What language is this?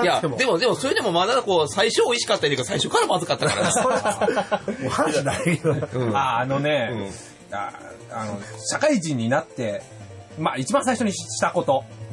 Japanese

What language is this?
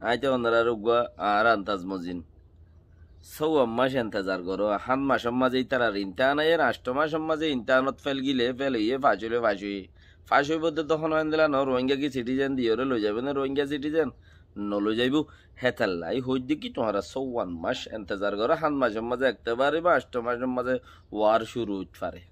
Rohingya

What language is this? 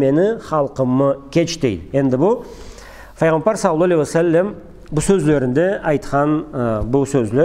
Karachay-Balkar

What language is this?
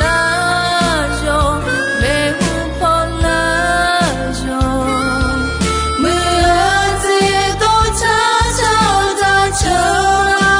Akha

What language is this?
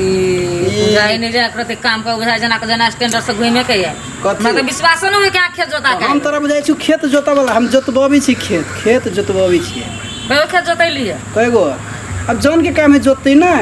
Maithili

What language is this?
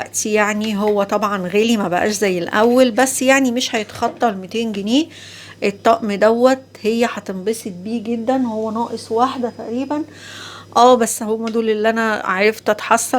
Egyptian Arabic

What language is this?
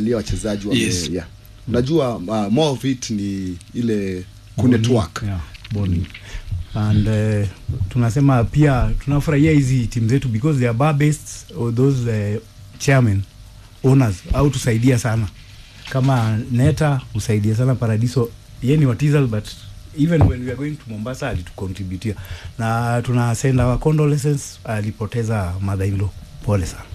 Swahili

